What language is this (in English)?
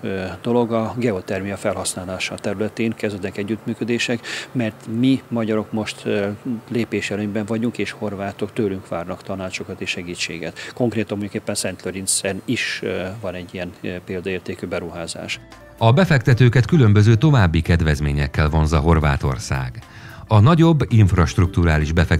Hungarian